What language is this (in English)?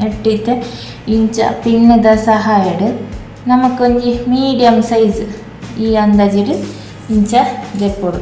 Tulu